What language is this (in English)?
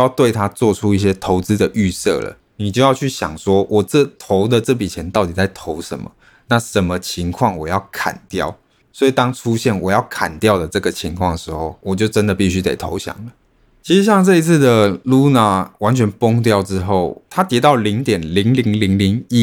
Chinese